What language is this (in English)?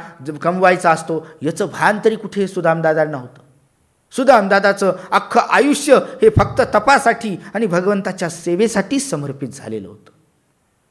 Marathi